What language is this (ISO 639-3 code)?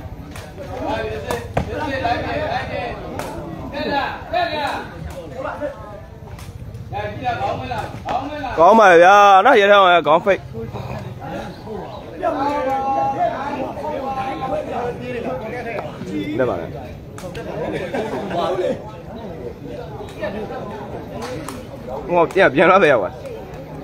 mya